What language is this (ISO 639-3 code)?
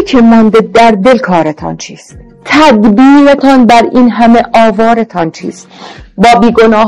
fas